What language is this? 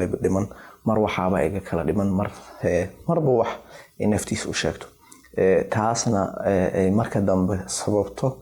Somali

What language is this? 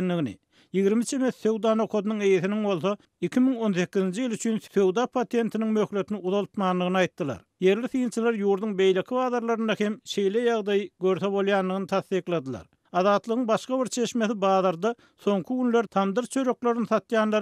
Turkmen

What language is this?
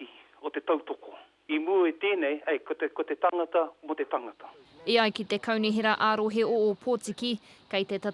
Māori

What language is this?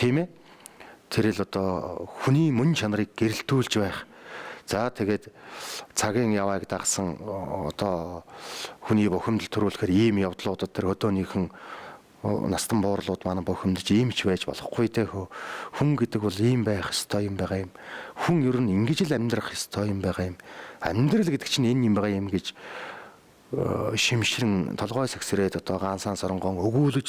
Mongolian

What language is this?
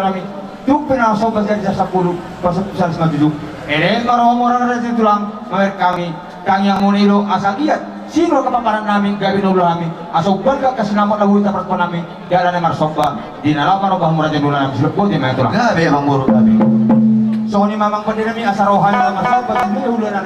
Batak Toba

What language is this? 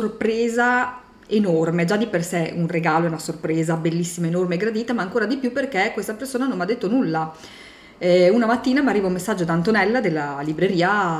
Italian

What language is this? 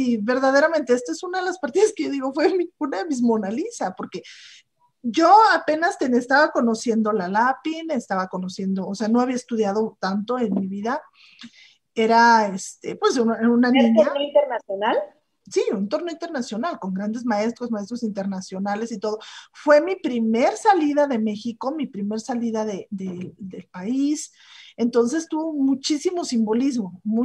Spanish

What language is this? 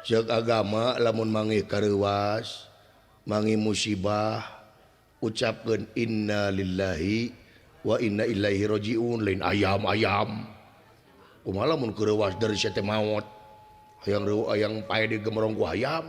Sundanese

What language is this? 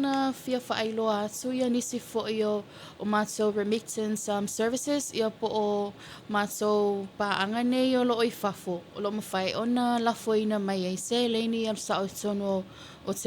Samoan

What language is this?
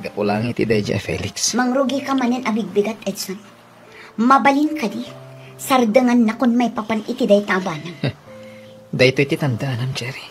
Iloko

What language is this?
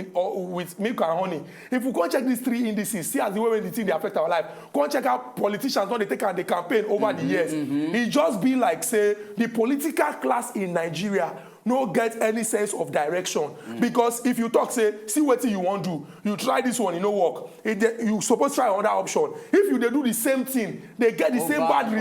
Nigerian Pidgin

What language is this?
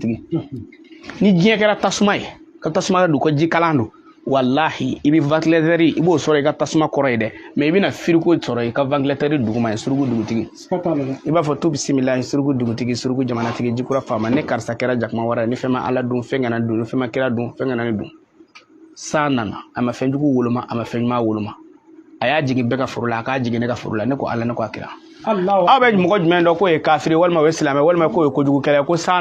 Bambara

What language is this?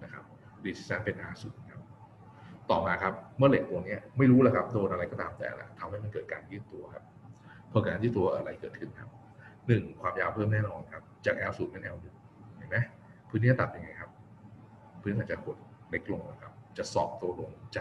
Thai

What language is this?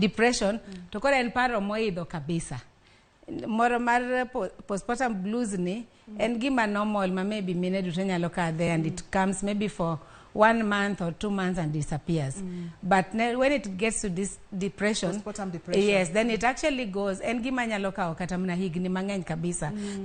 Luo (Kenya and Tanzania)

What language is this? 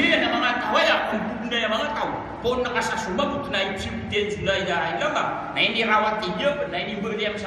Maranao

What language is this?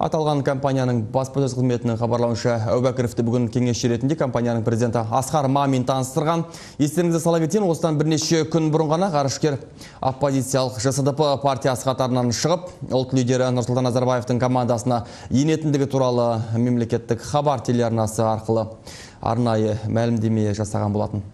Kazakh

